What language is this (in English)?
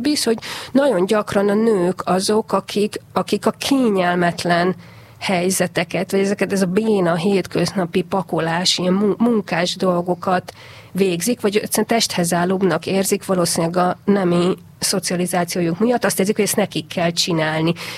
Hungarian